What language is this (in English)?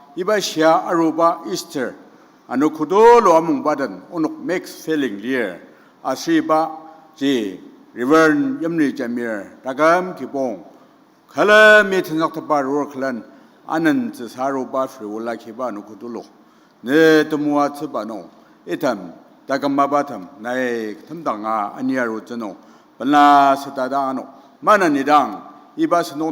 Ao Naga